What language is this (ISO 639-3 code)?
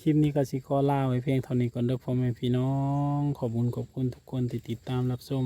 tts